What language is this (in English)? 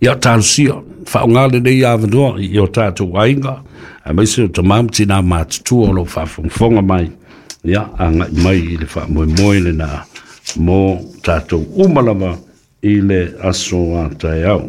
Samoan